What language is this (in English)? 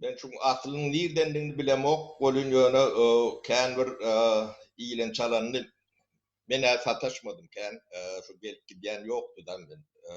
Turkmen